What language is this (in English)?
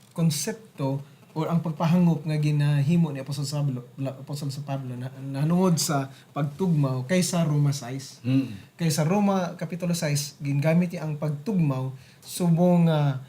Hiligaynon